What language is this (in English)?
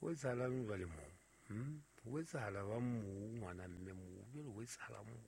Southern Sotho